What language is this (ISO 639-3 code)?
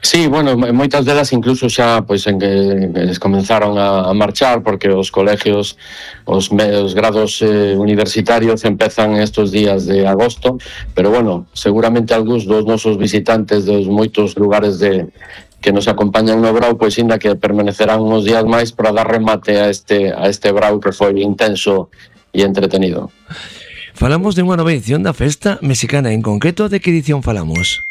glg